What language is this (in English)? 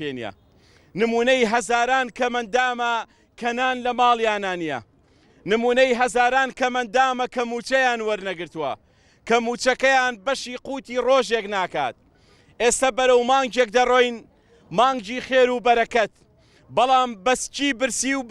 Central Kurdish